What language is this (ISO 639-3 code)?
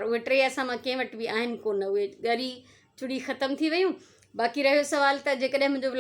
snd